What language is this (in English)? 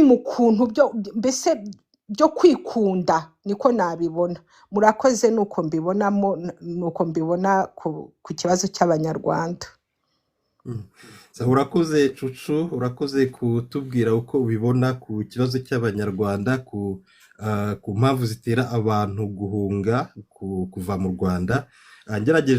Kinyarwanda